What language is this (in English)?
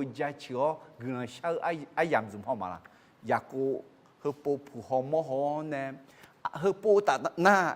Akha